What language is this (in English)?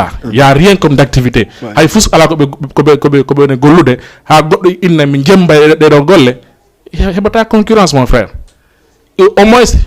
Fula